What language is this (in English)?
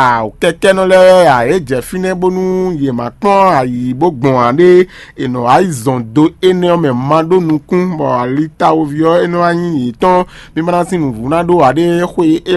Fon